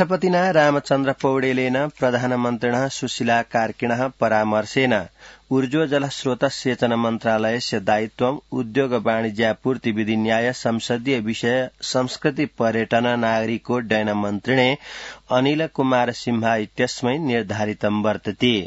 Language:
Sanskrit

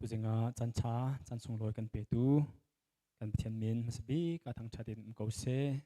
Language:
Hakha Chin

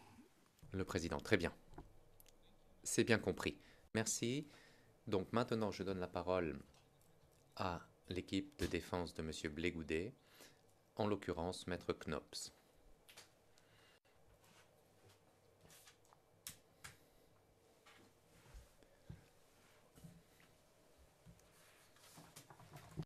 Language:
French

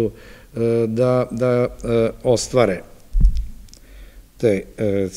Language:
Serbian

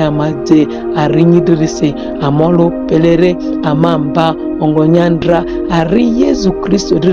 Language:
Ma'di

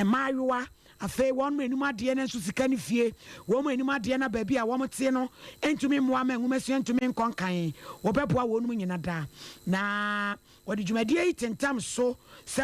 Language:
Akan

